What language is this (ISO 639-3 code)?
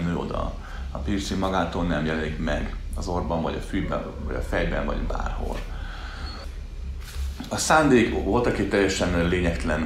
hun